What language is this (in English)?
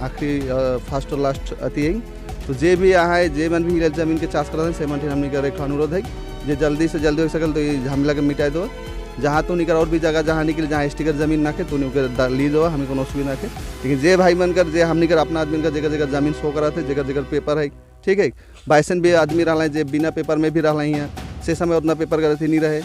Sadri